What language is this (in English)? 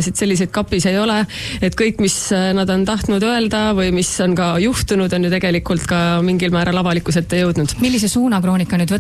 Estonian